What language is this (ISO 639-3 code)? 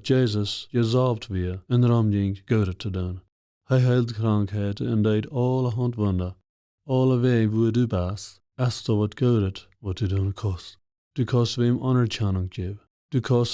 pdt